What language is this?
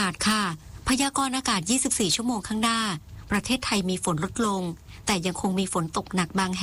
Thai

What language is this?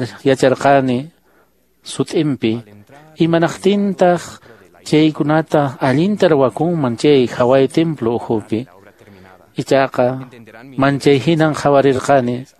Quechua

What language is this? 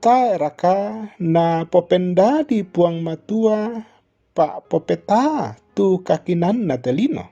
Toraja-Sa'dan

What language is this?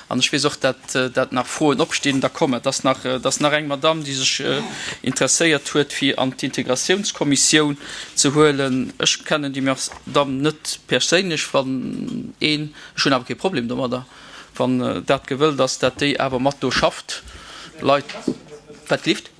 Luxembourgish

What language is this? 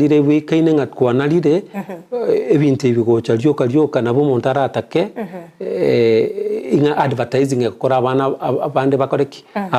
Gusii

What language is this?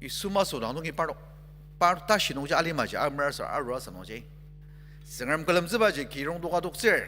Ao Naga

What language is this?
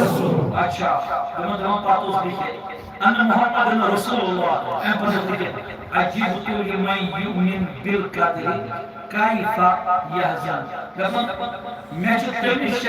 Kashmiri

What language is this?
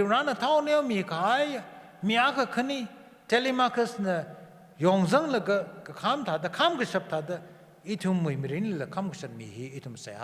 Tangkhul Naga (India)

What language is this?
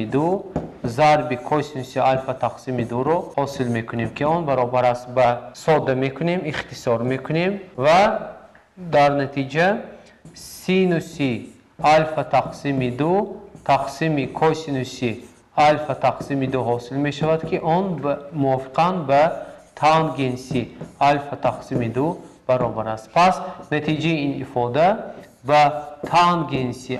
Tajik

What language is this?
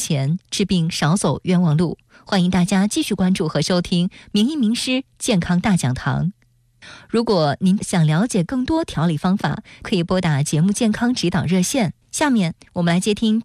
Chinese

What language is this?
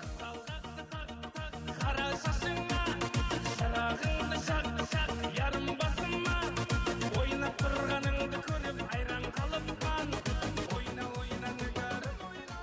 Kara-Kalpak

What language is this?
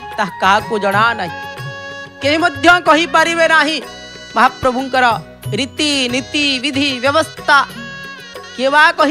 Odia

